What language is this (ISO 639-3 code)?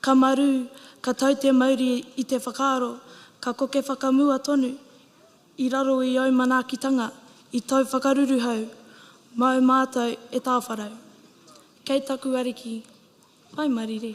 mri